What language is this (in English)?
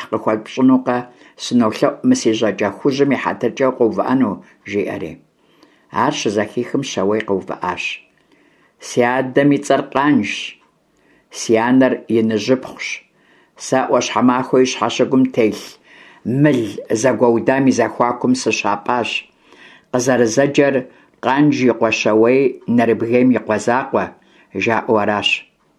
Kabardian